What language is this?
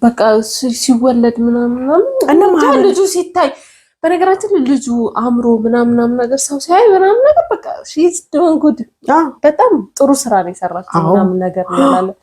Amharic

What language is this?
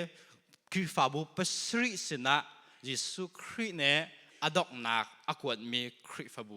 Hakha Chin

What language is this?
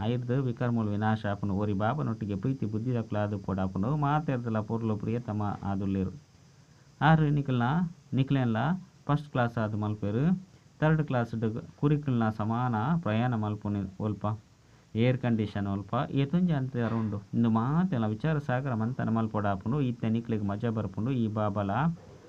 Tulu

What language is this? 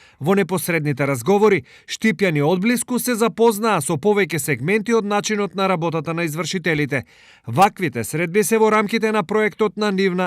Macedonian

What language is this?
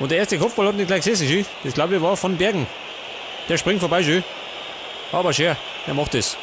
Bavarian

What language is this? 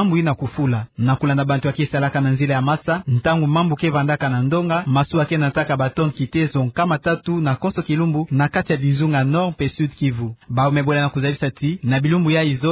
Kituba (Democratic Republic of Congo)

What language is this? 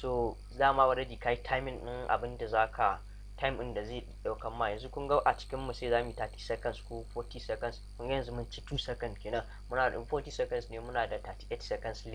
Hausa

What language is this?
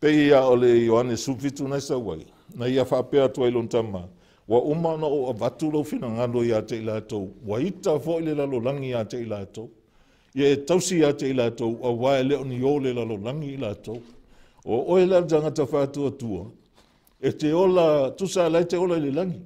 Samoan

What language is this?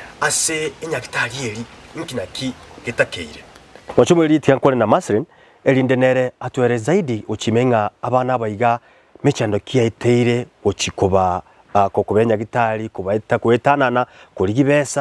Gusii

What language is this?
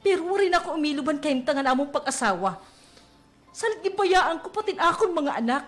Waray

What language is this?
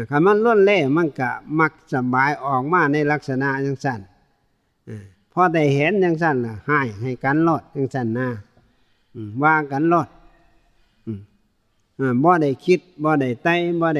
Northeastern Thai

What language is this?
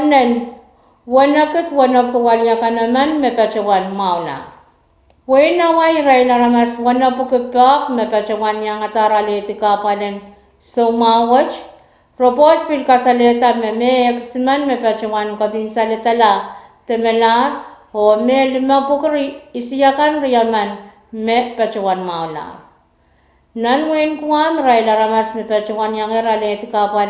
Pohnpeian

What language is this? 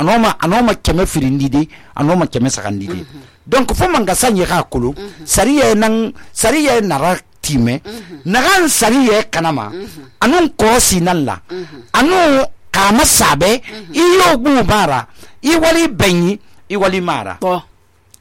Susu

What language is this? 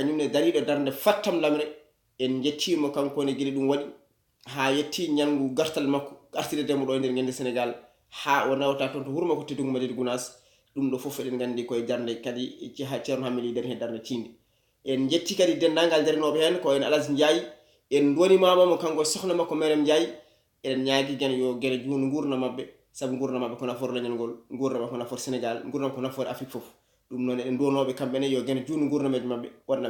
Fula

